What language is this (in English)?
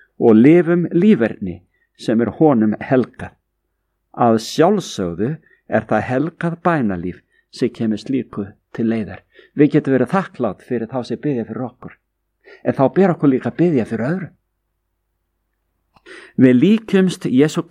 Icelandic